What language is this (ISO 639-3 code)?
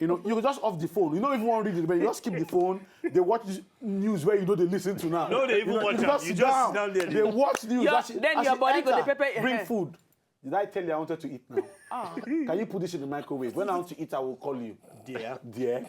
pcm